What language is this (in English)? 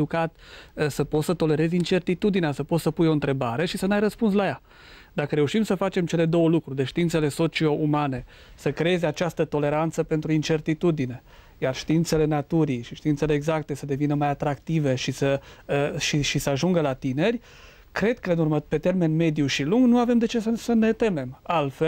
Romanian